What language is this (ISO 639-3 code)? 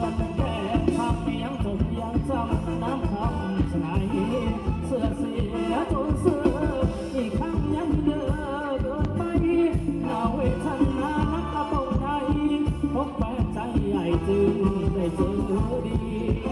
tha